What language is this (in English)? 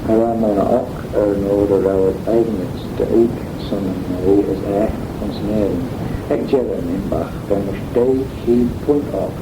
Manx